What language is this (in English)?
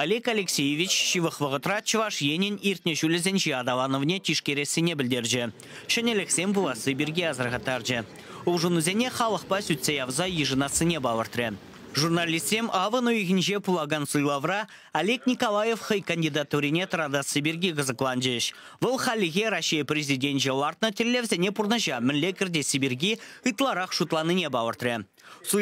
Chuvash